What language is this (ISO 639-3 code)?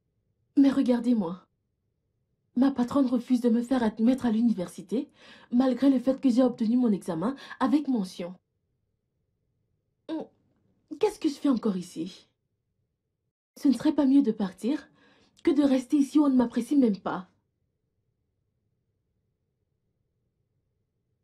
fra